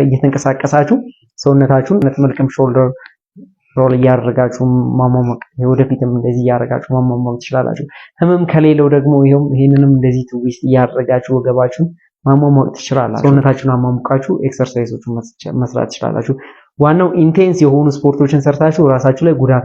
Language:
Amharic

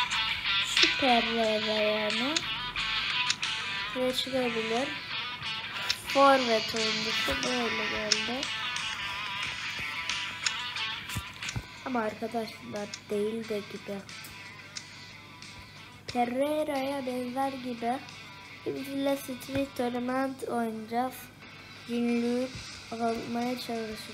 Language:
Turkish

